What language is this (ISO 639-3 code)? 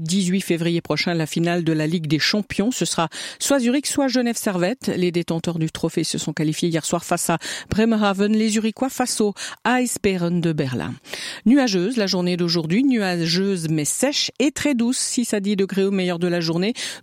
fra